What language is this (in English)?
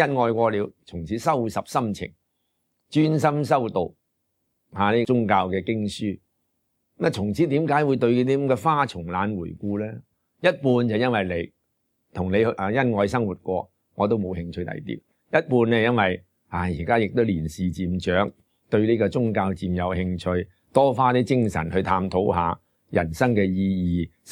Cantonese